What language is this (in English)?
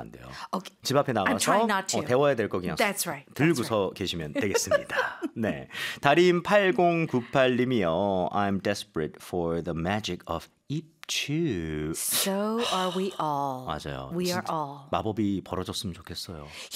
Korean